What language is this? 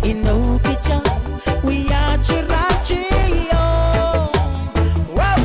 Pohnpeian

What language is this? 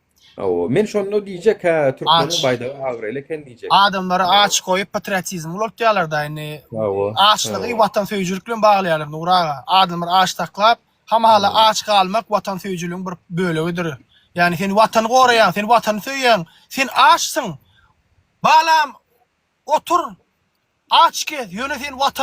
Turkmen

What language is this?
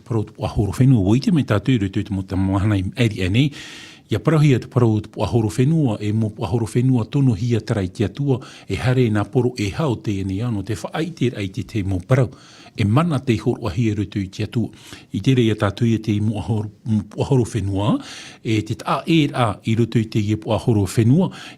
Tahitian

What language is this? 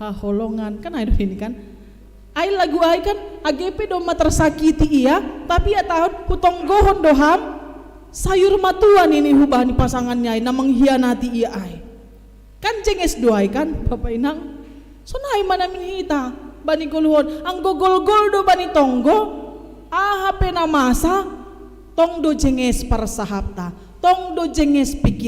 Batak Simalungun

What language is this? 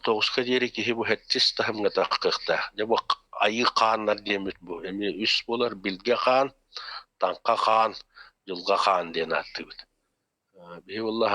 Yakut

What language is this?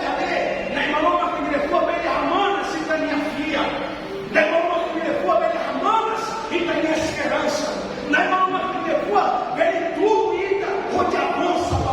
Tetum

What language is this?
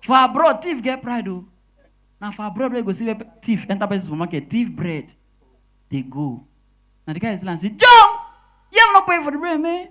Nigerian Pidgin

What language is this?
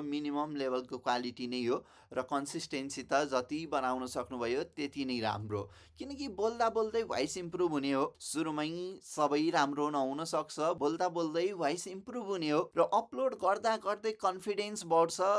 Nepali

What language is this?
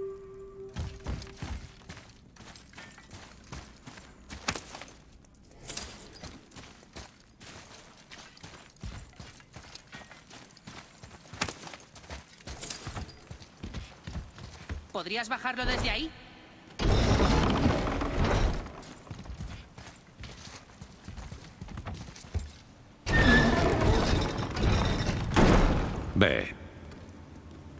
Spanish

